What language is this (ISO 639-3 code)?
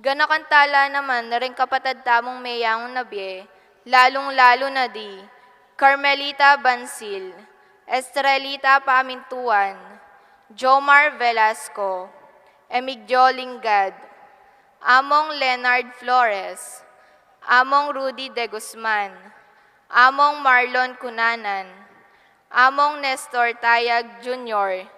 pam